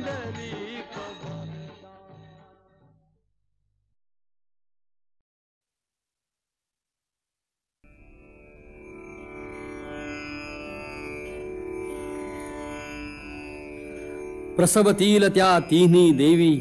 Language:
Marathi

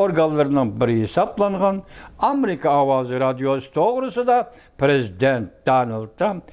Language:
Uyghur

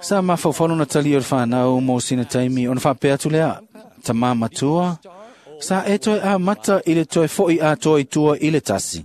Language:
Samoan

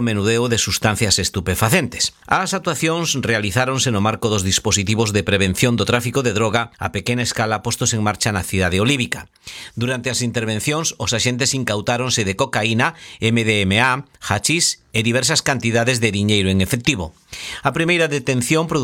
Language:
Galician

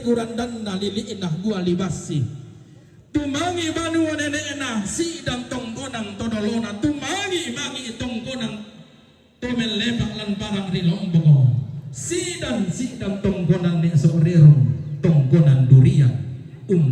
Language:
Toraja-Sa'dan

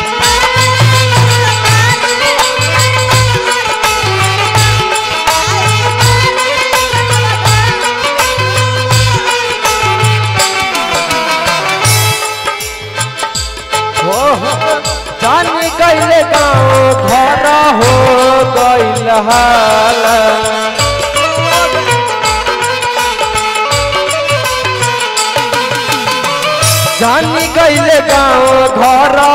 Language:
Bhojpuri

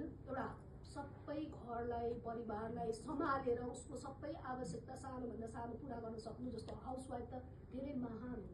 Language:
Nepali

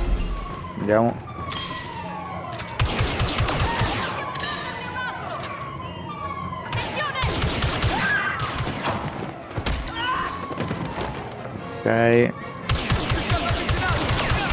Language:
Italian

